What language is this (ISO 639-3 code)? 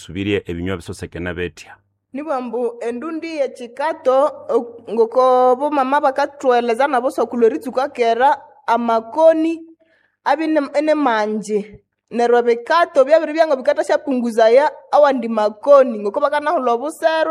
nnb